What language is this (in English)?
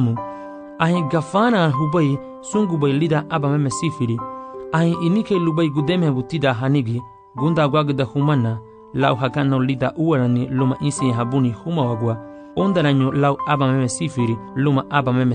Garifuna